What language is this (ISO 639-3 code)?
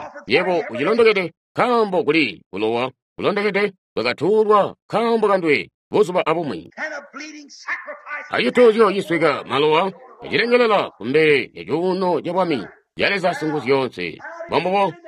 toi